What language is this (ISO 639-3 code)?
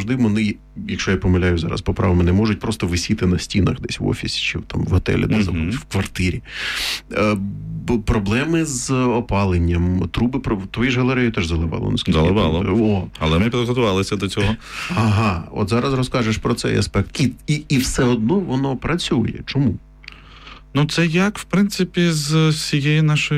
ukr